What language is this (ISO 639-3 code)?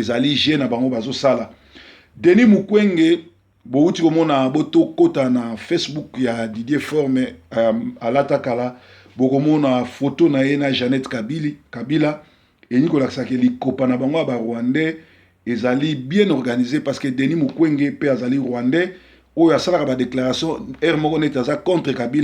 lin